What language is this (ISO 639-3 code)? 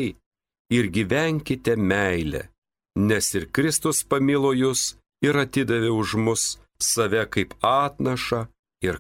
lit